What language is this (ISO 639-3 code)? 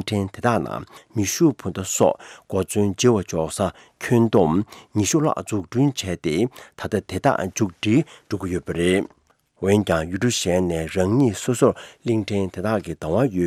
bod